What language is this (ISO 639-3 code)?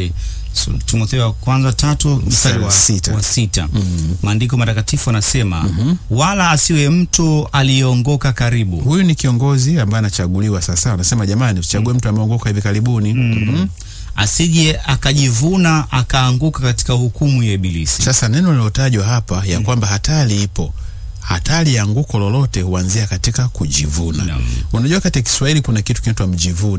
swa